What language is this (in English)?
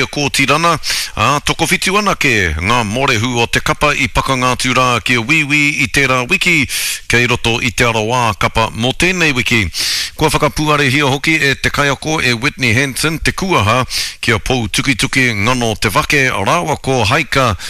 Māori